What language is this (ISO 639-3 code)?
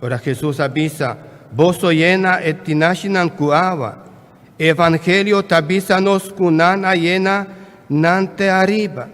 pap